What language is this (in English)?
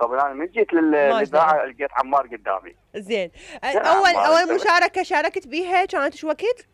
Mesopotamian Arabic